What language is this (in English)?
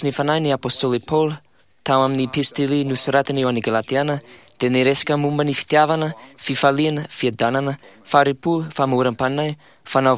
Malagasy